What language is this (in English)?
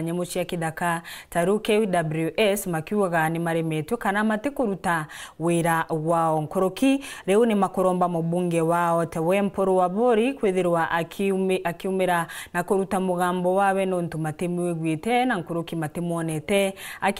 Meru